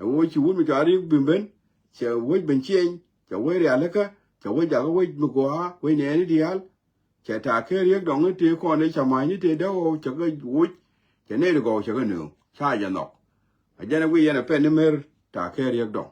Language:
Nuer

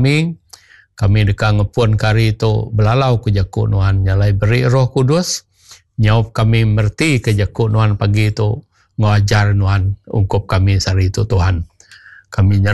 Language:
Iban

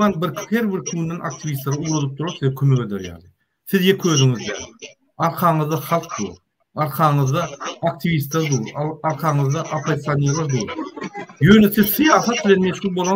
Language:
Turkmen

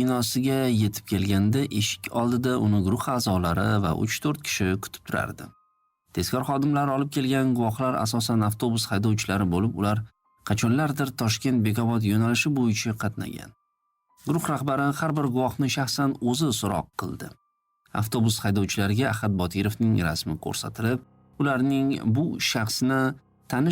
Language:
Uzbek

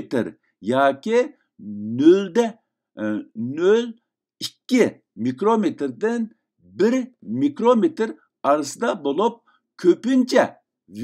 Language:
Uyghur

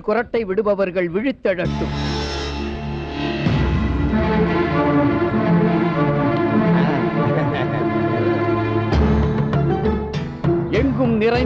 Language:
Tamil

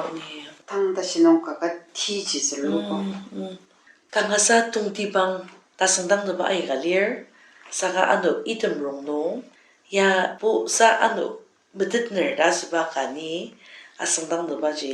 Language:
Ao Naga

